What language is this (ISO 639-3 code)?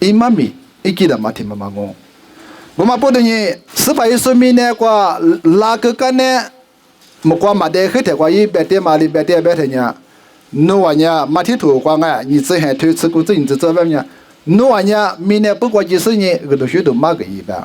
lis